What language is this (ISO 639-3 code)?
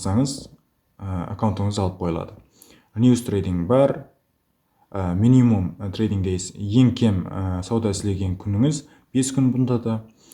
kaa